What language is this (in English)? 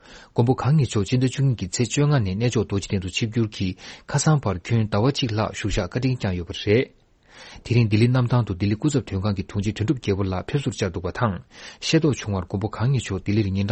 Tibetan